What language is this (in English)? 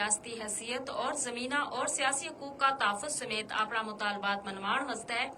Gujari